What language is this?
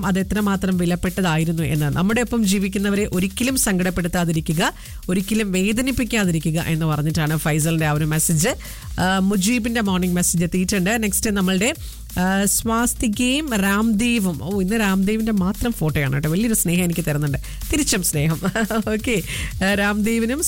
Malayalam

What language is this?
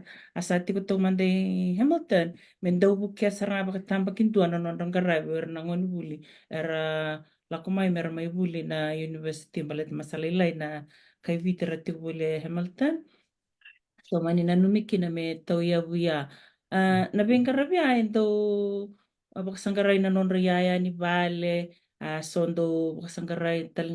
Fijian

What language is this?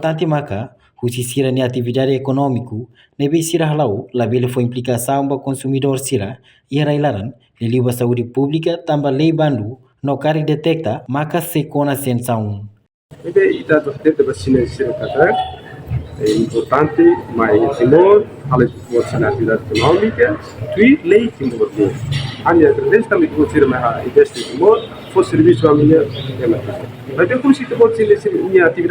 Tetum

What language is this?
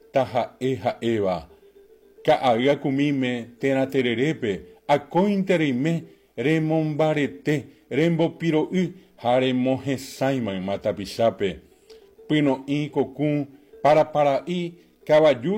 Guarani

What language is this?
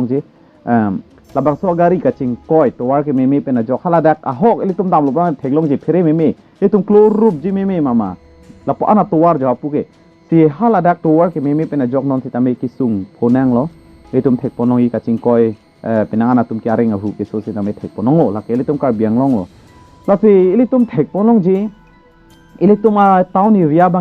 Karbi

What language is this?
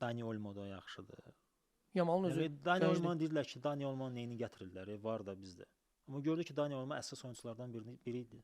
Azerbaijani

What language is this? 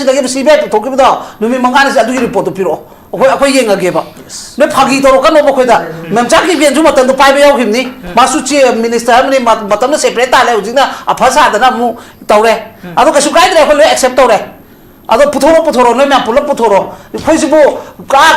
Manipuri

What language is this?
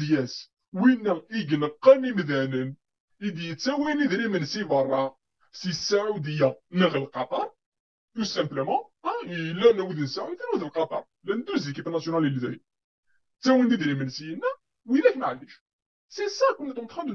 Kabyle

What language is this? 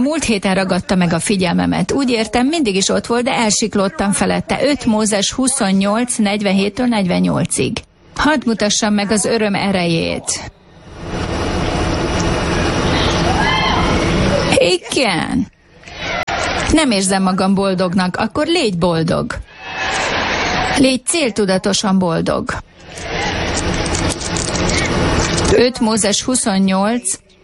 Hungarian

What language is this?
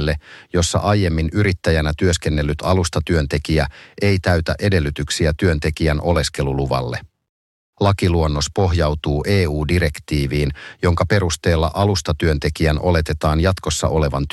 Finnish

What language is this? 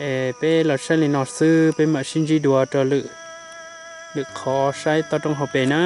Hmong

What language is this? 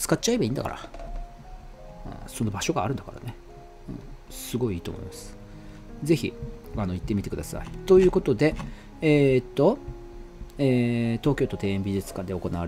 Japanese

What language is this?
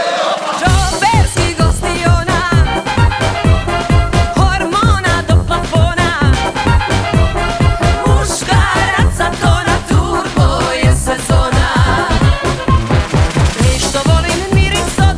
Croatian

